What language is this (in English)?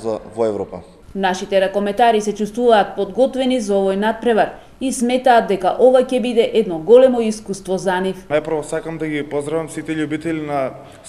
Macedonian